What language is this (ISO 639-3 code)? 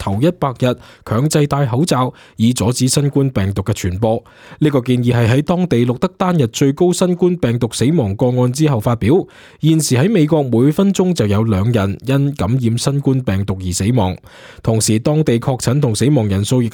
yue